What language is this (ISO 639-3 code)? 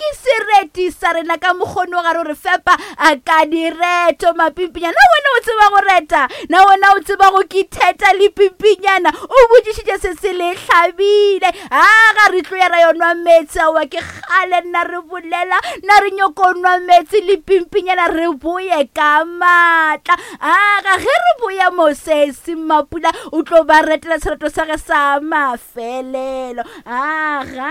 nso